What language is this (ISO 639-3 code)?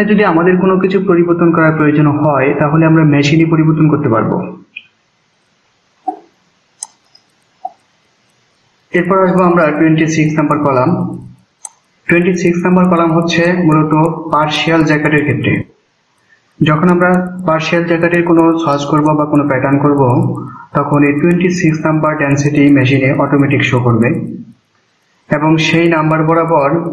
ben